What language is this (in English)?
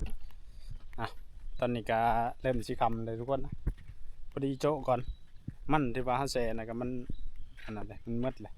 Northeastern Thai